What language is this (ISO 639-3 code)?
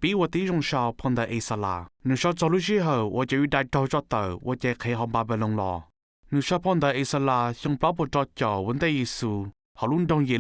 hmn